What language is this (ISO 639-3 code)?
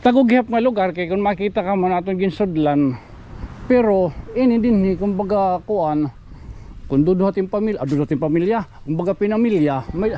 war